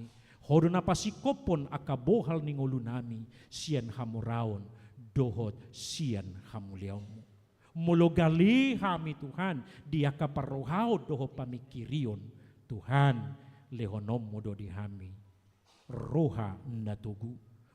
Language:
Batak Toba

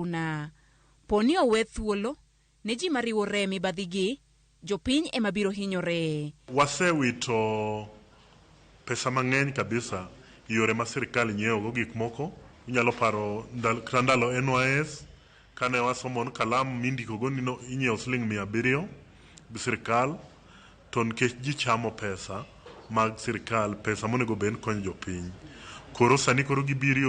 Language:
Luo (Kenya and Tanzania)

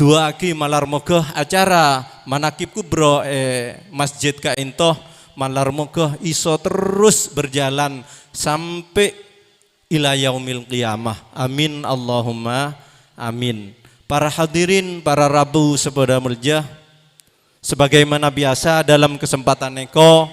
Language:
Madurese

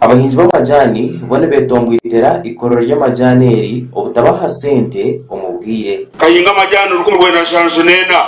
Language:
Nyankole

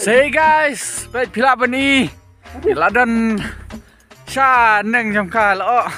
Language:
Khasi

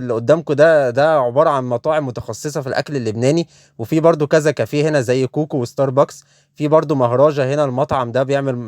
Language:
Egyptian Arabic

